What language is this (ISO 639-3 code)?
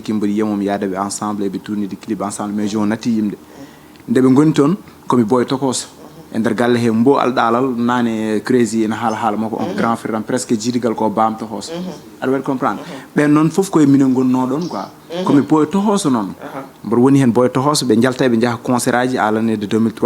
ful